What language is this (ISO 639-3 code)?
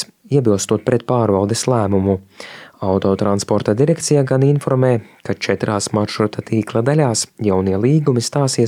lav